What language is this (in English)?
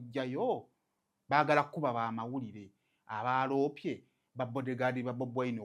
Ganda